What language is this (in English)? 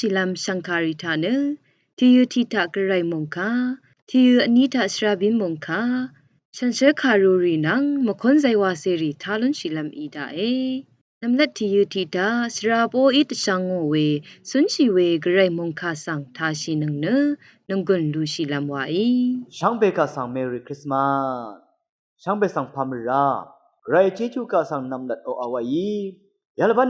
Rawang